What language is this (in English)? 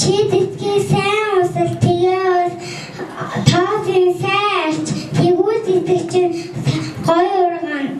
Mongolian